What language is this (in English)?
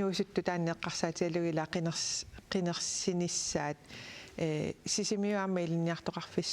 Kalaallisut